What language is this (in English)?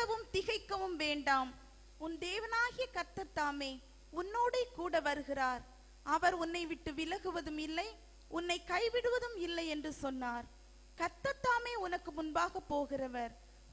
Tamil